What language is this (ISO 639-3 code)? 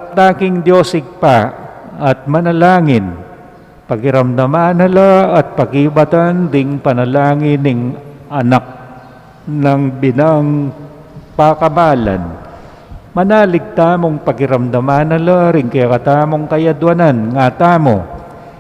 pam